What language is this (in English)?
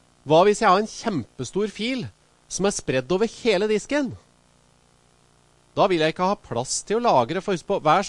Norwegian